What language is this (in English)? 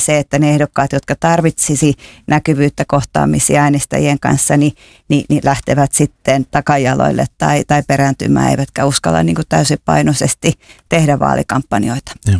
Finnish